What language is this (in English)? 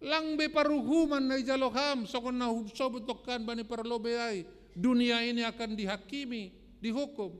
Batak Simalungun